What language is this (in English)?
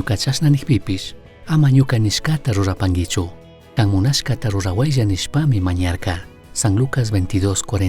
Chimborazo Highland Quichua